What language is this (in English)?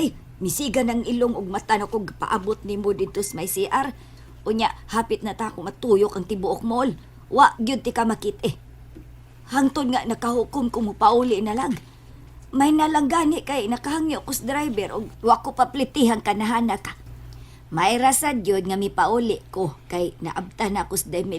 Cebuano